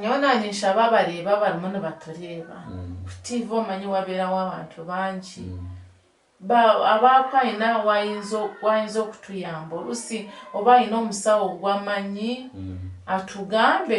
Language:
Nyankole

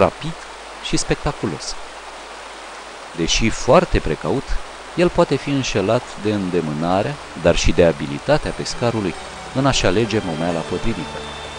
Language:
Romanian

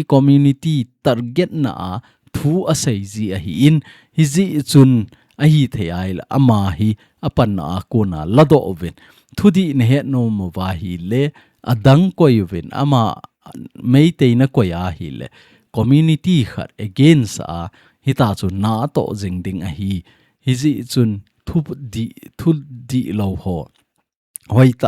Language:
Thado Chin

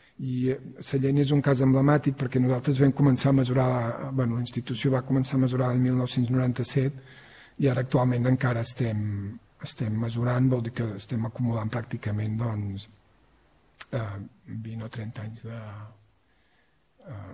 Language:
Catalan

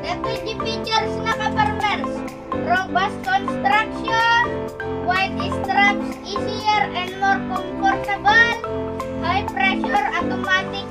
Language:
Iloko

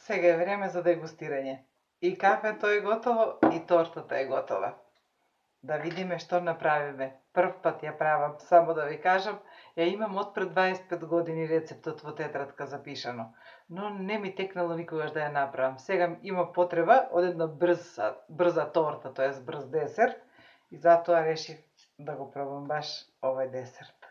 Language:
Macedonian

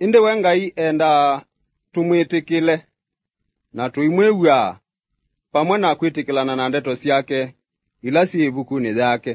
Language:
Kamba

